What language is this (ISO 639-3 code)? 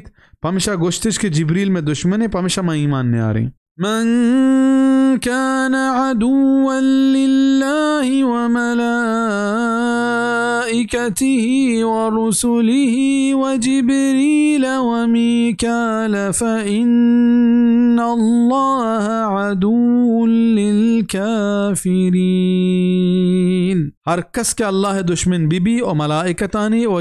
bal